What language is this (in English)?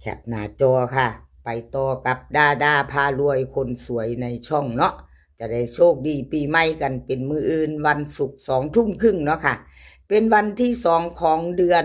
Northeastern Thai